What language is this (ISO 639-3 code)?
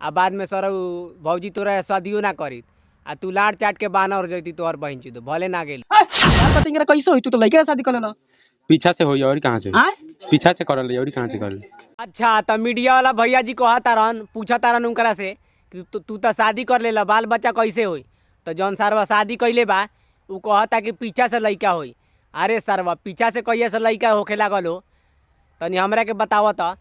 bho